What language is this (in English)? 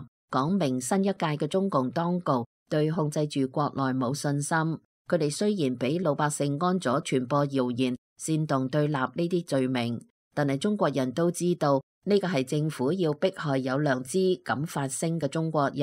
Cantonese